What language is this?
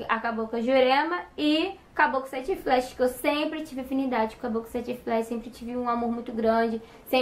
Portuguese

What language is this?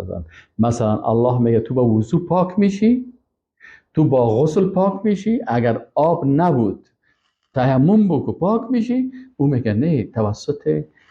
Persian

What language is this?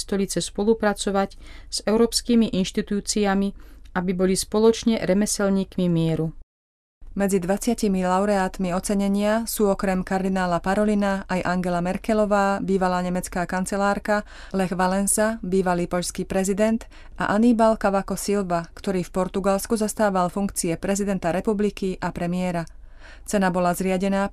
Slovak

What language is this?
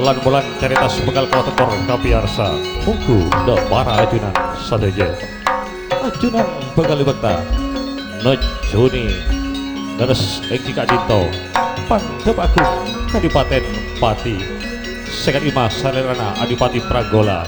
Madurese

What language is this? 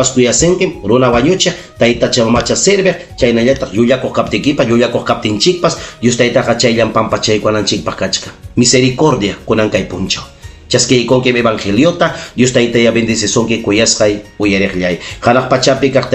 Ayacucho Quechua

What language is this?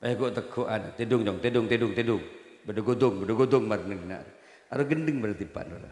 Madurese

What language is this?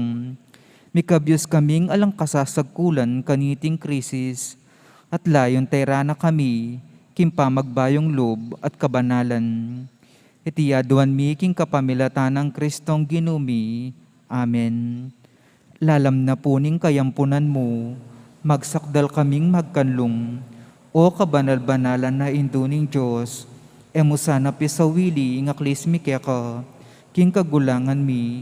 Pampanga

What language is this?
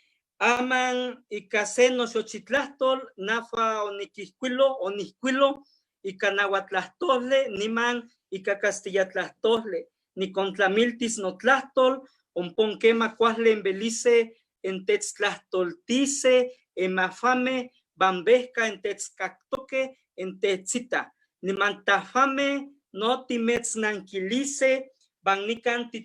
Eastern Huasteca Nahuatl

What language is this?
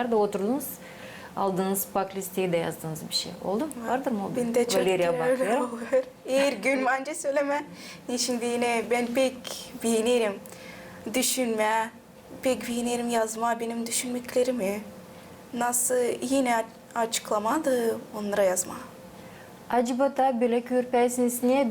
Gagauz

